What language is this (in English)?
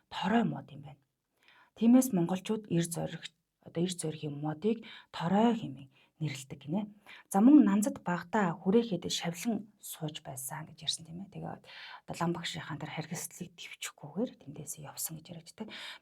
Mongolian